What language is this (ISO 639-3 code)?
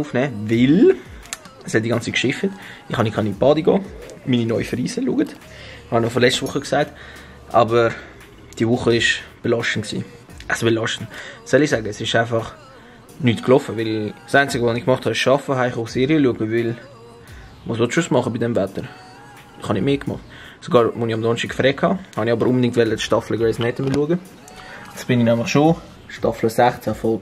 gsw